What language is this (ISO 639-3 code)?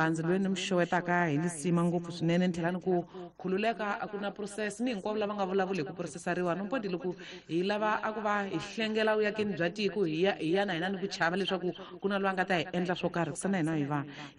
tso